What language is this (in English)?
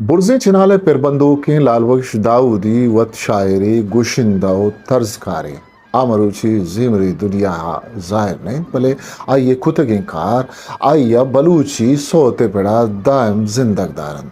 Eastern Balochi